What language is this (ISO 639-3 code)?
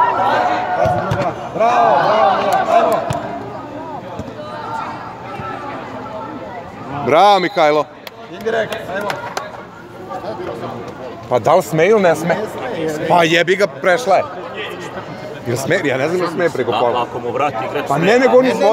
srp